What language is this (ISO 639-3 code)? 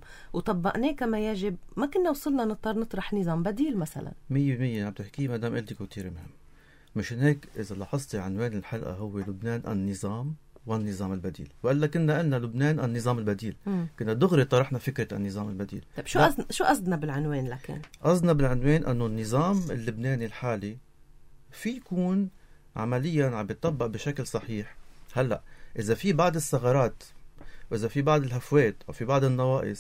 apc